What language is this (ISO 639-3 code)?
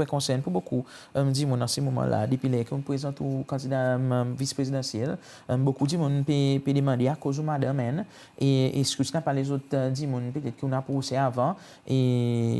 crs